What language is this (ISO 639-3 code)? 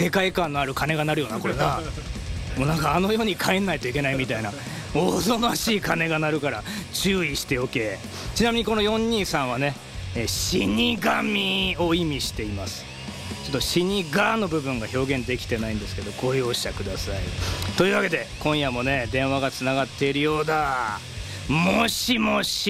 jpn